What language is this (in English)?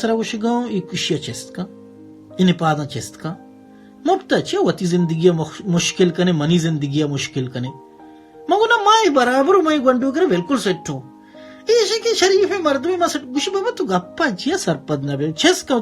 Baluchi